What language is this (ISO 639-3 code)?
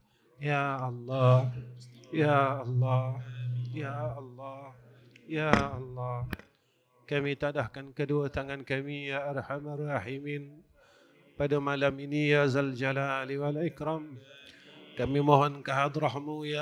msa